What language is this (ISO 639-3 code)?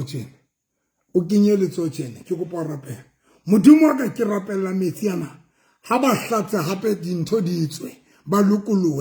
sot